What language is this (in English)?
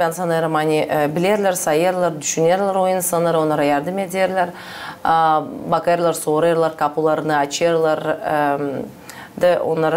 Gagauz